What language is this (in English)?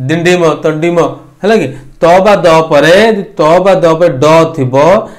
Odia